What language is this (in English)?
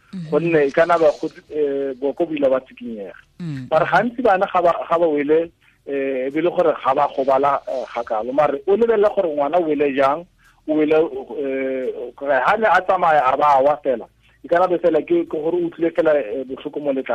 Tswana